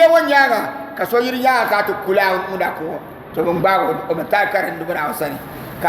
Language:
Dagbani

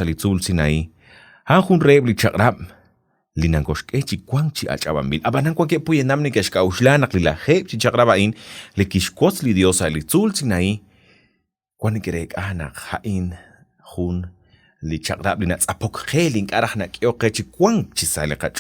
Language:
Kekchí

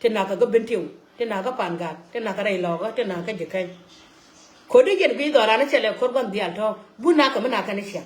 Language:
Nuer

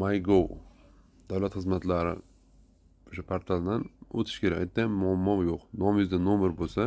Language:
Uzbek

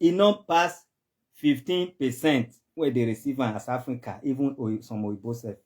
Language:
Nigerian Pidgin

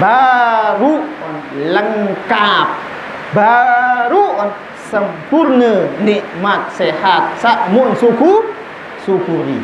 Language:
Sasak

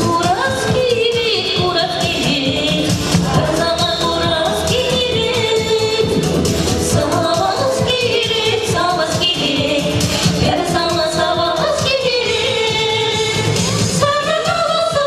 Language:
Chuvash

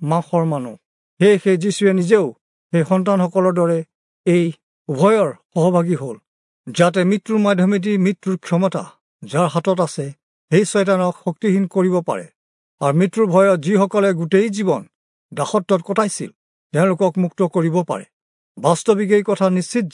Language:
Assamese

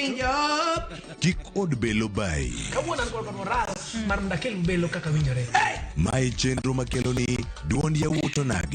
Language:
Luo (Kenya and Tanzania)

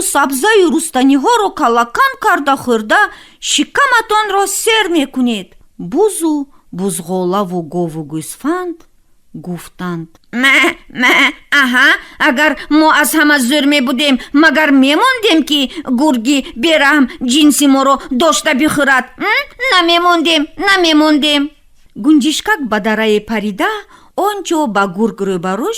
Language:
Tajik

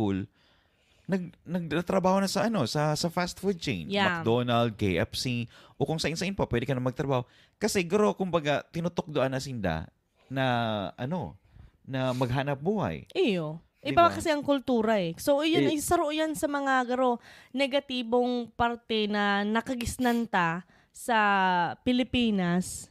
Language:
Bikol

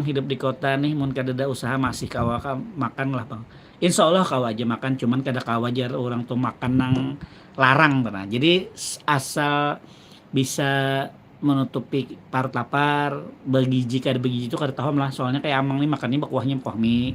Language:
Banjar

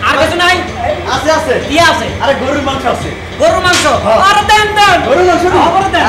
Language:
Bangla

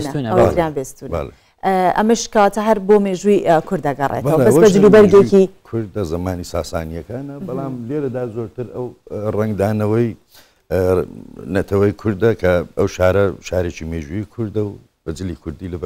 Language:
Central Kurdish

